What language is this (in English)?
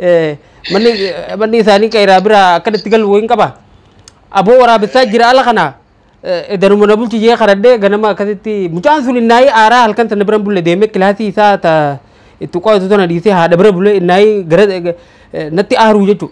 Oromo